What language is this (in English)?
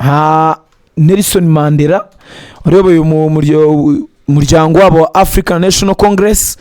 Kinyarwanda